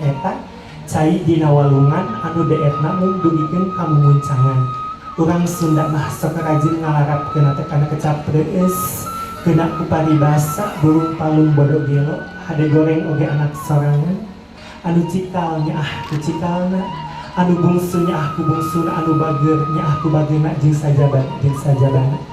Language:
Sundanese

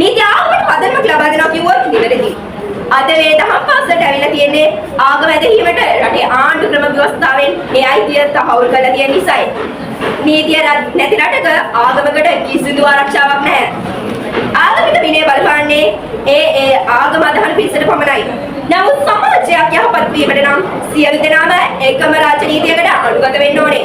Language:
Sinhala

